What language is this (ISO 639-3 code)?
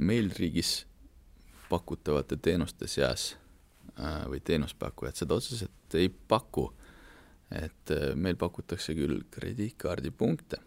est